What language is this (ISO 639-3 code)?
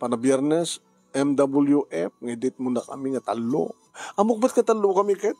ilo